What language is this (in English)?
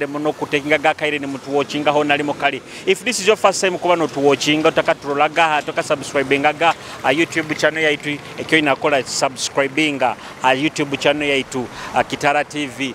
Nyoro